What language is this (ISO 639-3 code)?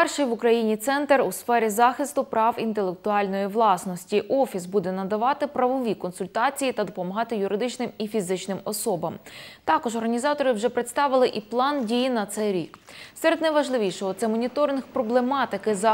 ukr